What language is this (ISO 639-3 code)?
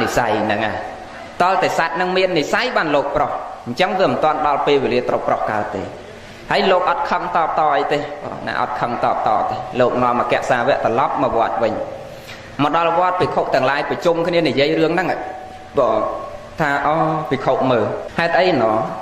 khm